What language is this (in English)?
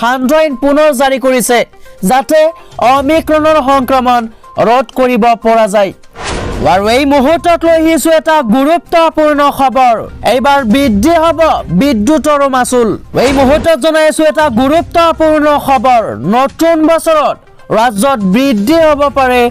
Assamese